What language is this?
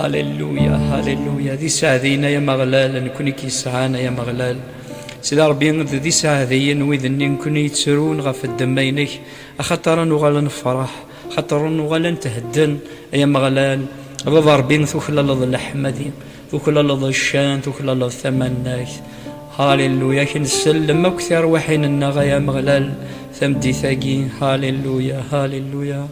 Kabyle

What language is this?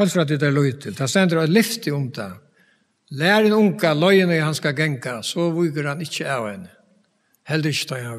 Faroese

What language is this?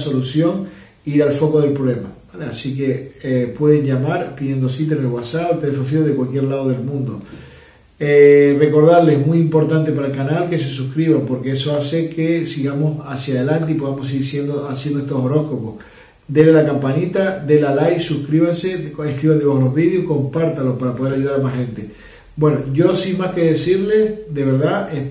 Spanish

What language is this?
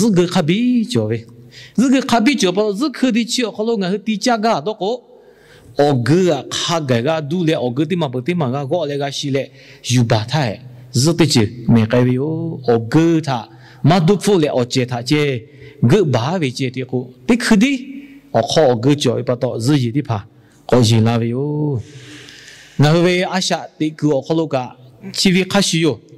Lahu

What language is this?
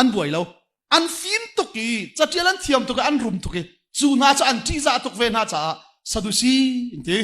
Hakha Chin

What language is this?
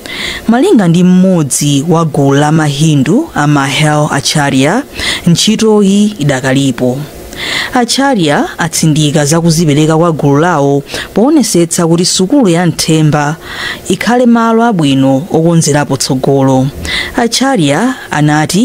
Nyanja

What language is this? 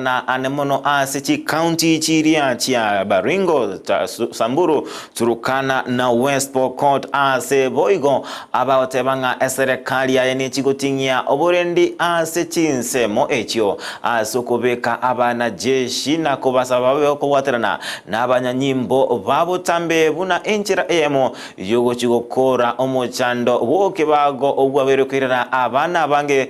Gusii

